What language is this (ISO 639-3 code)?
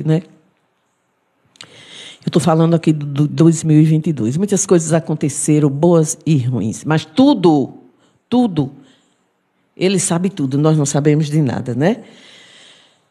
por